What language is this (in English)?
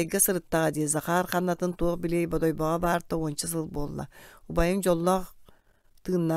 Yakut